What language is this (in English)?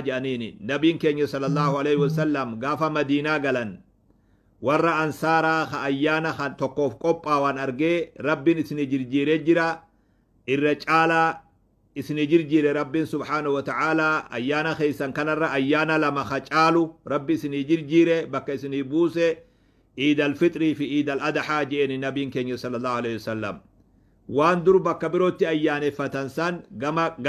Oromo